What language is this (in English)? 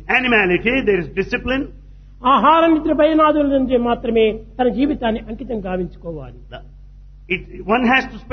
Telugu